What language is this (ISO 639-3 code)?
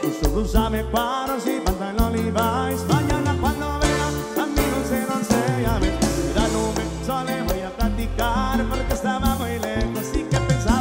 spa